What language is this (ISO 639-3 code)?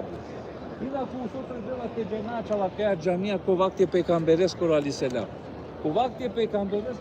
rmn